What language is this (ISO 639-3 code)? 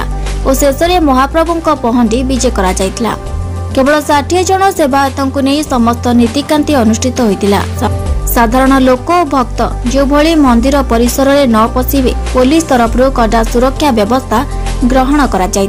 ori